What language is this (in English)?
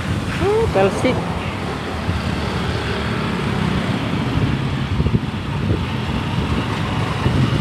Filipino